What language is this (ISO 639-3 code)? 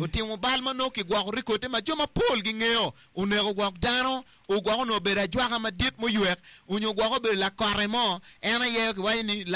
ach